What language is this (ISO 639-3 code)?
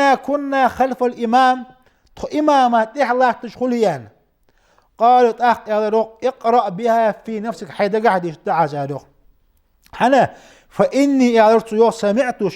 inh